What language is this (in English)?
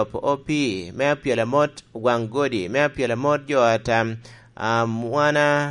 Lango (Uganda)